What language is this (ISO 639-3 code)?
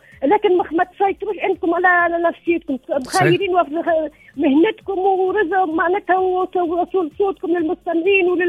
aeb